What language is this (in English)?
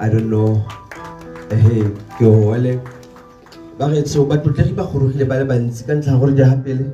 Tswana